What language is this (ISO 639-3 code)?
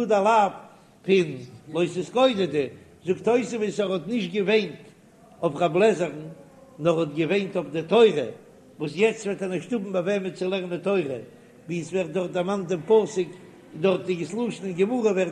yid